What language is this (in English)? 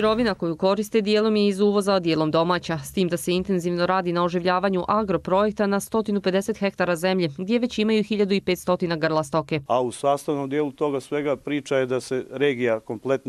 Croatian